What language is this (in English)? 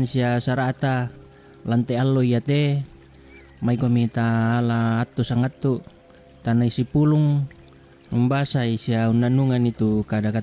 Toraja-Sa'dan